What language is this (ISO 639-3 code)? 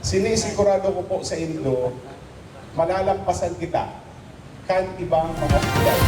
bik